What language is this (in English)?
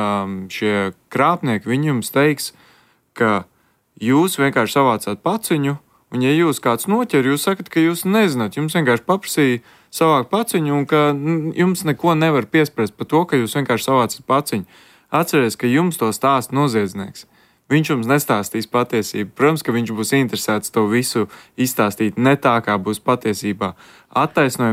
Latvian